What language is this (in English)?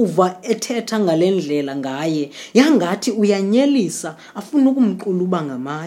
Xhosa